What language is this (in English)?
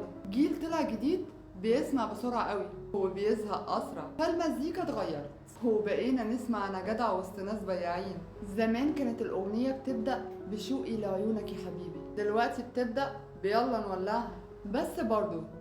Egyptian Arabic